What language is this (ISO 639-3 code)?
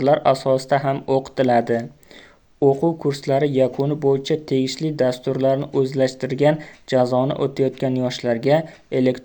uzb